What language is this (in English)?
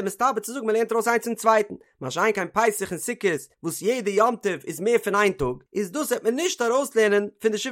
Yiddish